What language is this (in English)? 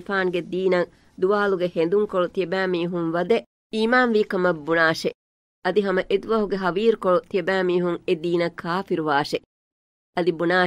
Divehi